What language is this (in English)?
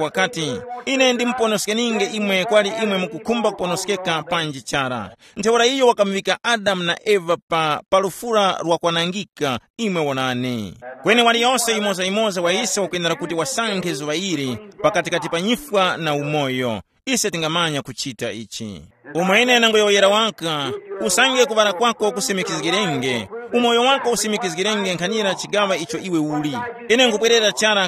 Tumbuka